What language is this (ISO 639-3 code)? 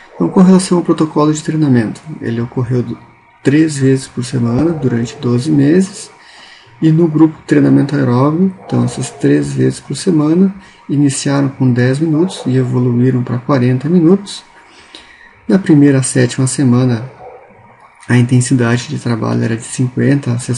por